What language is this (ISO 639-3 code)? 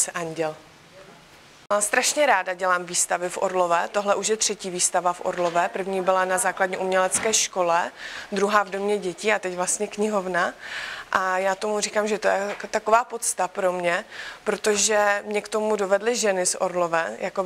ces